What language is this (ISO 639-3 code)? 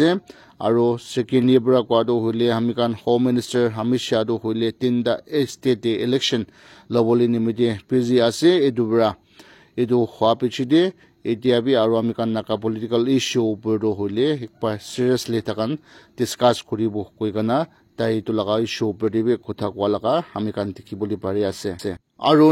nag